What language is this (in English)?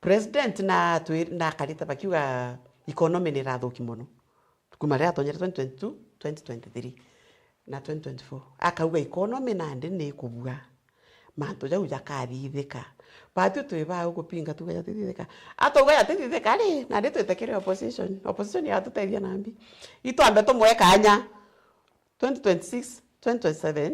Meru